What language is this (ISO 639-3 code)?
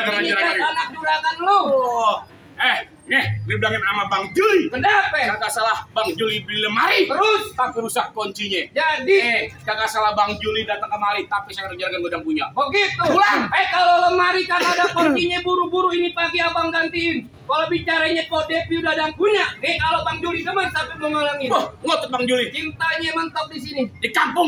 bew